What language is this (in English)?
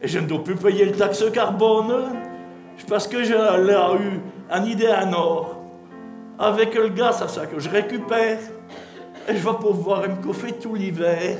Picard